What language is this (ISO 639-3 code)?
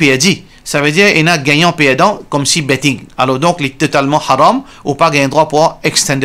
mfe